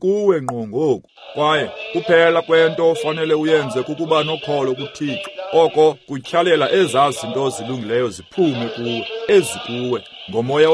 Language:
Xhosa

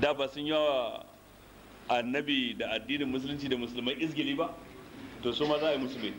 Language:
Hausa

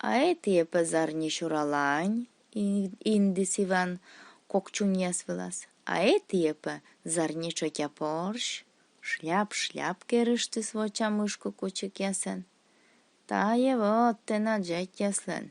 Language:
Komi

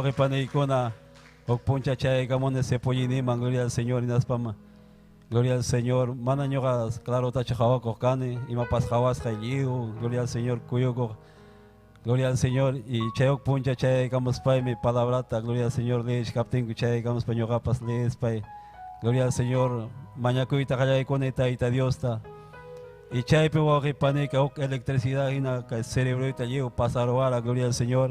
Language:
Ayacucho Quechua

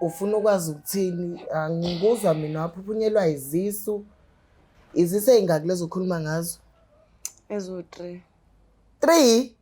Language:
Zulu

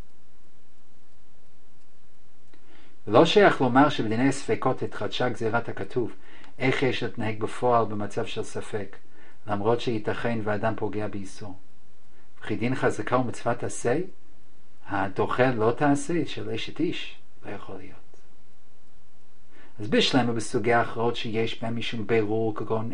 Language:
Hebrew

